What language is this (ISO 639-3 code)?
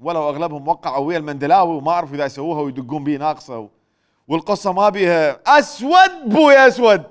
acm